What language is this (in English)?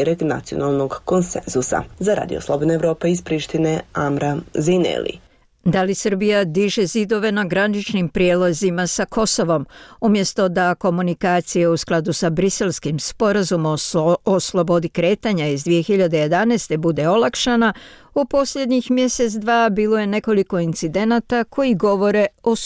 Bosnian